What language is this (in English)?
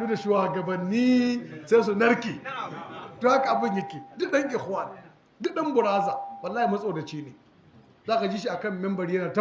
Hausa